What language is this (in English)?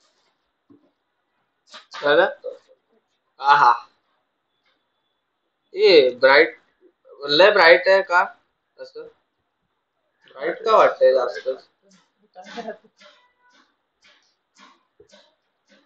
Marathi